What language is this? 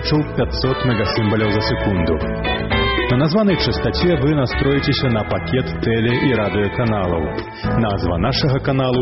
Belarusian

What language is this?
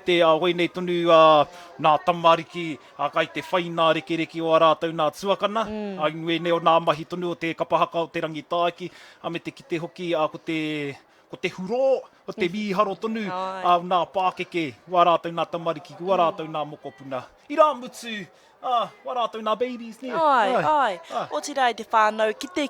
Māori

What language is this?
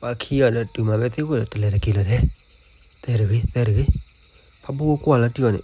S'gaw Karen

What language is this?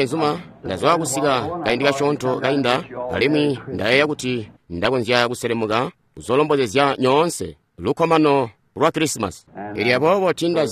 Tonga (Zambia)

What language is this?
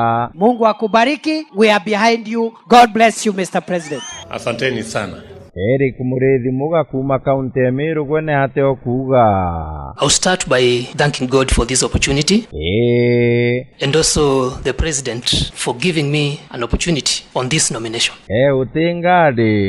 Meru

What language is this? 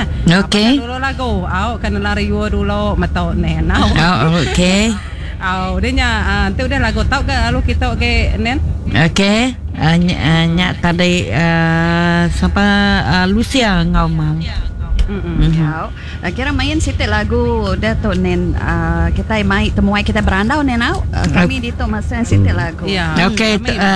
Iban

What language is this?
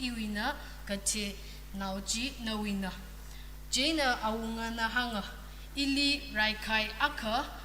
Tangkhul Naga (India)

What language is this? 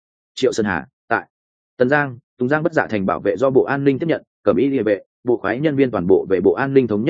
Vietnamese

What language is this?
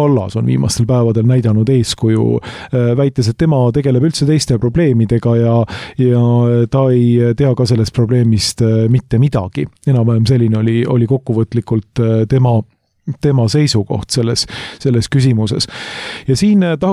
Estonian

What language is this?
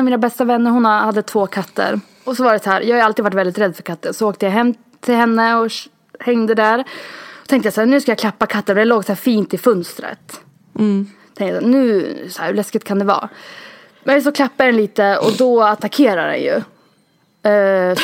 Swedish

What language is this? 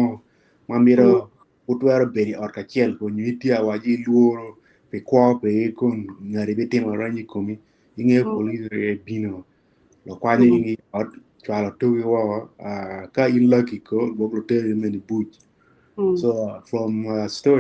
Acoli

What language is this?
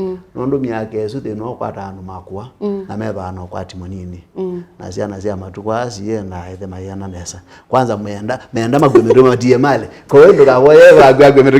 Kamba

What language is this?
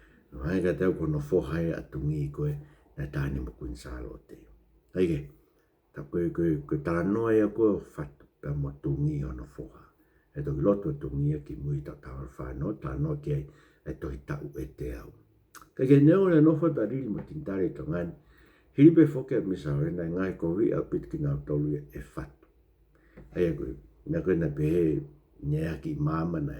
Tongan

